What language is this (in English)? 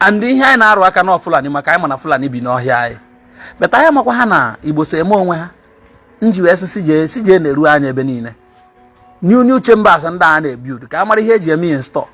Igbo